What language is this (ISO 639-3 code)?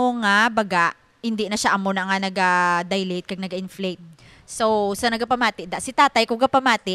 hil